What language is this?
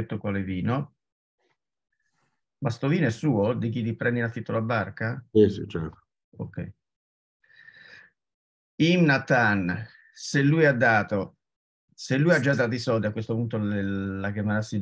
Italian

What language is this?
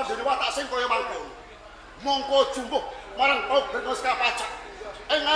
Javanese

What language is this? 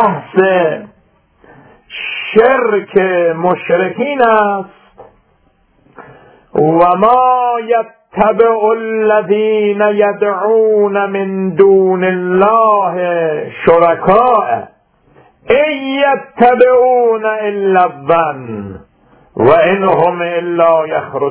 Persian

